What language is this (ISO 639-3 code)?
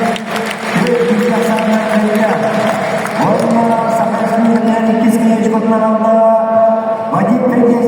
sah